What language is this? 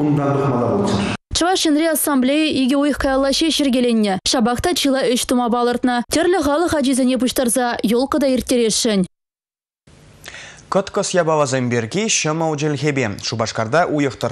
Chuvash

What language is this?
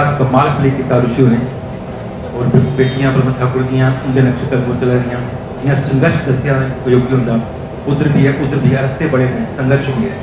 Dogri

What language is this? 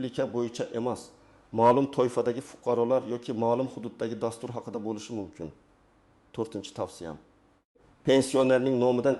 Uzbek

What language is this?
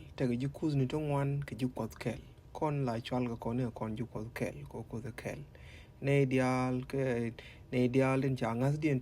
Nuer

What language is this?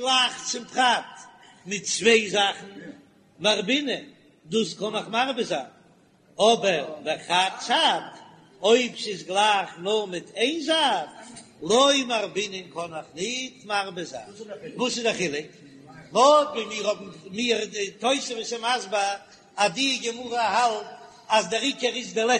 Yiddish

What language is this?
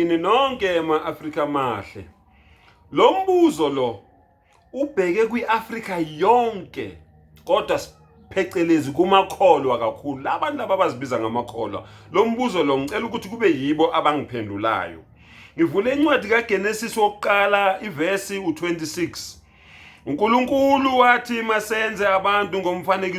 Zulu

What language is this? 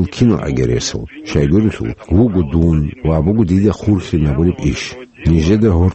Avaric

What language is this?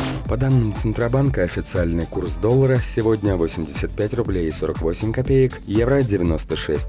Russian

